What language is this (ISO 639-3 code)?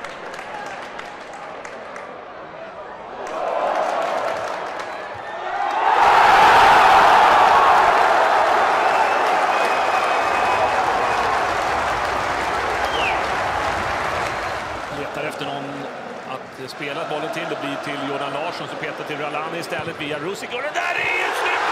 swe